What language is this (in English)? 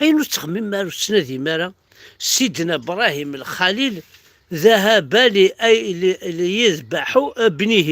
Kabyle